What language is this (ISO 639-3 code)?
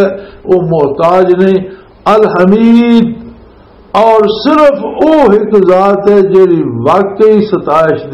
lah